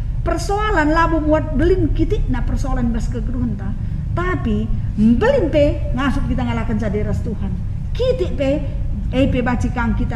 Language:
Batak Karo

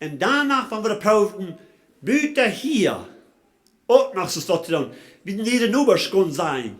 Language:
Plautdietsch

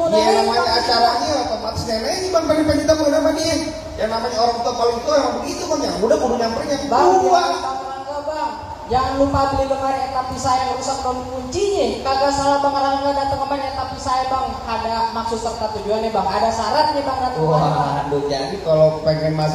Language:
Betawi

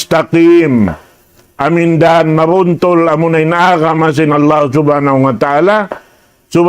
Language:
Tausug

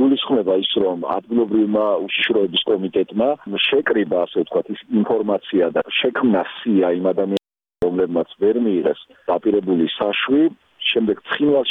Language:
Georgian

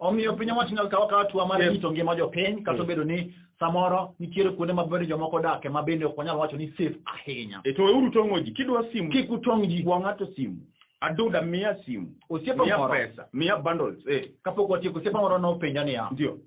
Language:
Luo (Kenya and Tanzania)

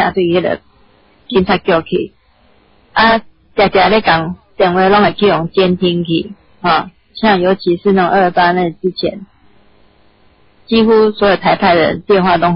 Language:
Min Nan Chinese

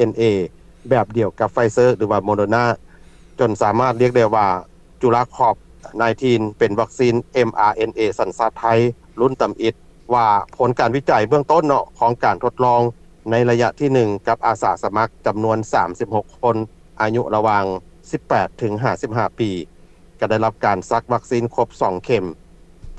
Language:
Lao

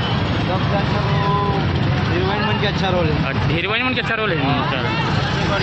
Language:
Chhattisgarhi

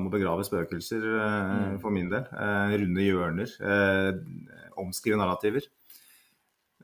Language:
Norwegian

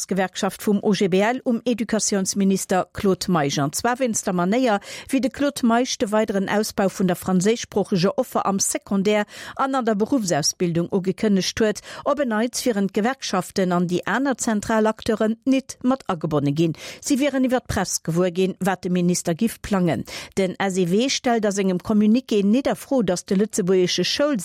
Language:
Luxembourgish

